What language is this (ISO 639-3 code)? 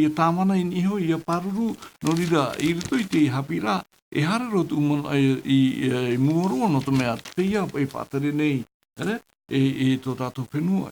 tah